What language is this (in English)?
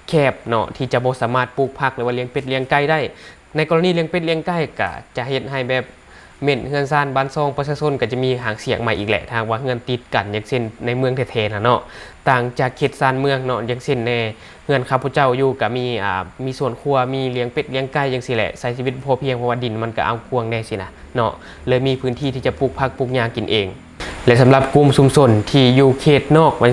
Lao